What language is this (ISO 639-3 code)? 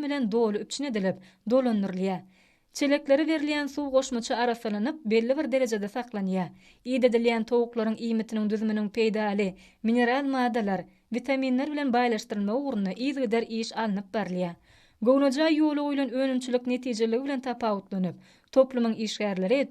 tuk